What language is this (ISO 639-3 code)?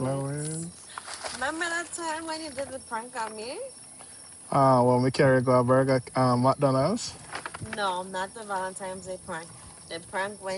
jam